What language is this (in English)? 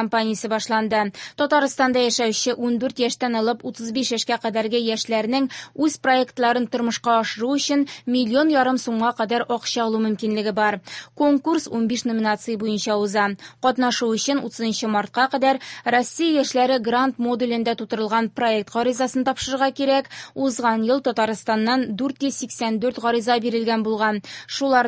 Tatar